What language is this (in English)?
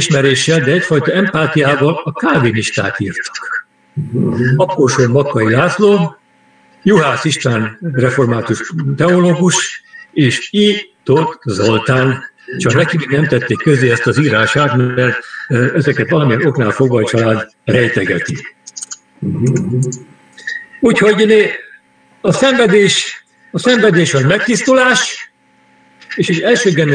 Hungarian